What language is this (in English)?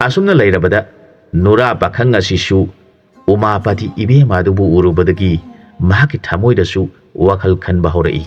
Manipuri